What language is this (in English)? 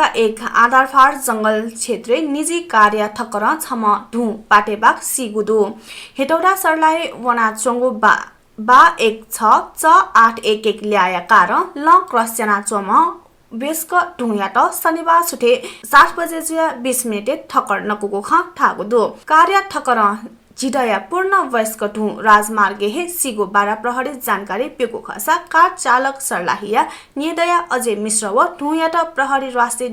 Newari